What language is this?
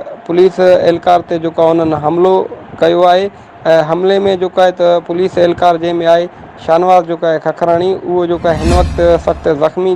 Sindhi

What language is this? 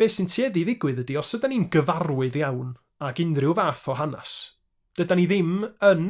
Welsh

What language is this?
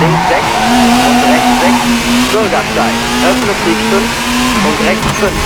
Bavarian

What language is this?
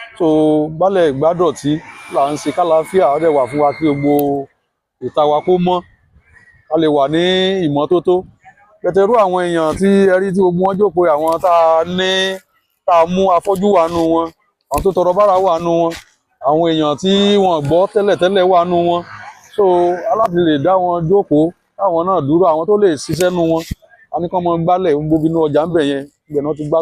Yoruba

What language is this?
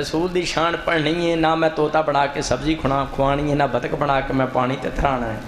Saraiki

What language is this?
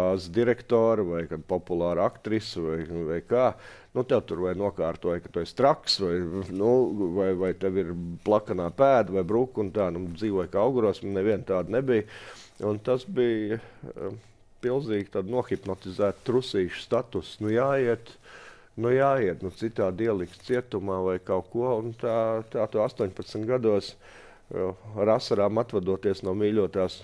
Latvian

